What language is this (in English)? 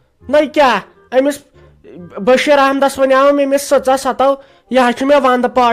Kashmiri